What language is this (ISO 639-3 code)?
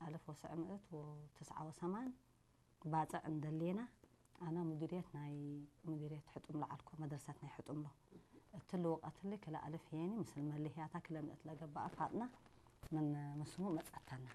tig